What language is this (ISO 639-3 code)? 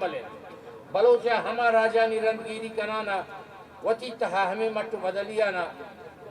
bgp